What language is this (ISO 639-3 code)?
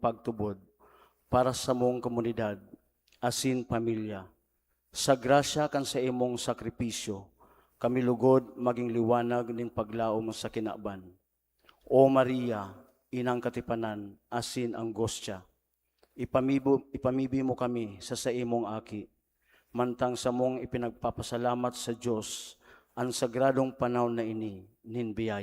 bik